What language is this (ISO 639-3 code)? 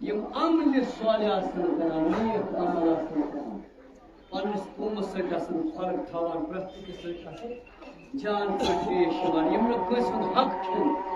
kas